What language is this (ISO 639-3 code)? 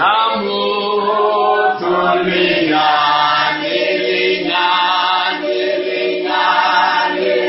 nso